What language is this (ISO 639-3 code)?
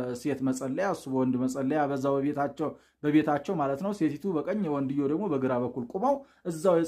amh